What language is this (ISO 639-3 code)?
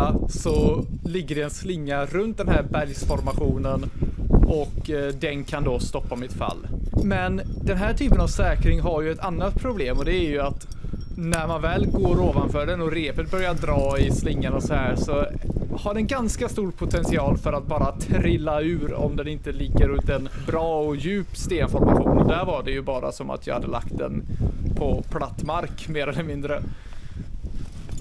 swe